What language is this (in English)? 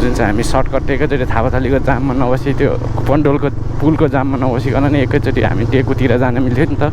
Nepali